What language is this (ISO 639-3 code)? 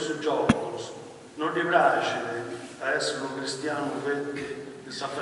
srd